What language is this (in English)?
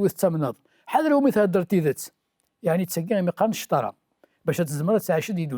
Kabyle